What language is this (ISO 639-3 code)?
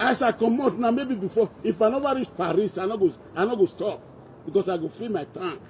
pcm